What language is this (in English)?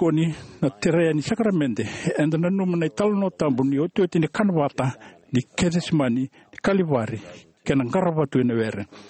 Fijian